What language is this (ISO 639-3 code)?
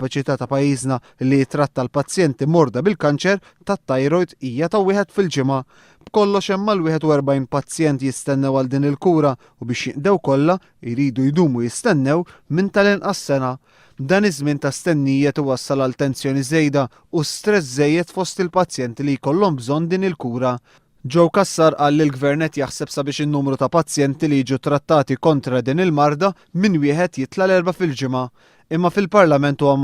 mlt